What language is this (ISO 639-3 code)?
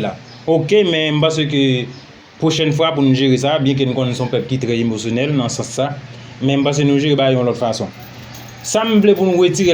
hat